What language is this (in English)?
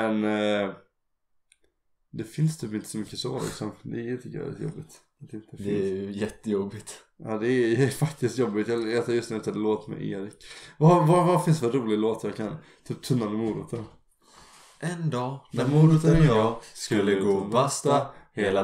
Swedish